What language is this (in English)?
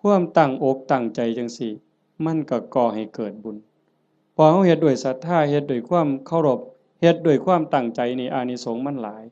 Northeastern Thai